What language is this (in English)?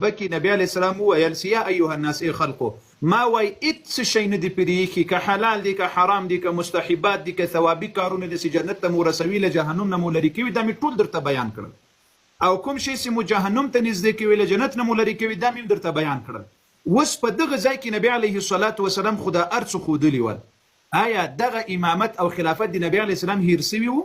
Pashto